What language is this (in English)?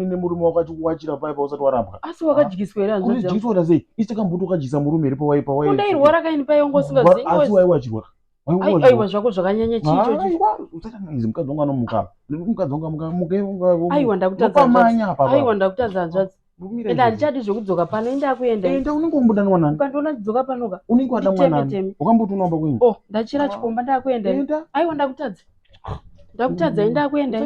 Shona